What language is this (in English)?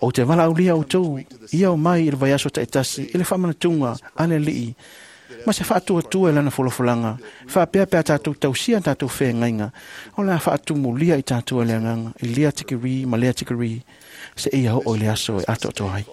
Samoan